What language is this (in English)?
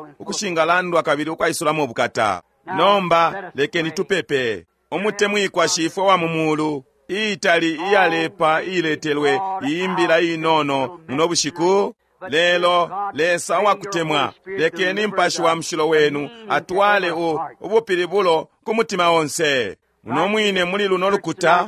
Bemba